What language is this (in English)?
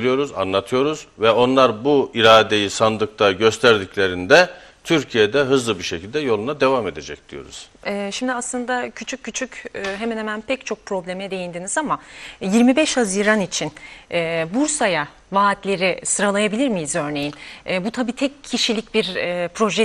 Turkish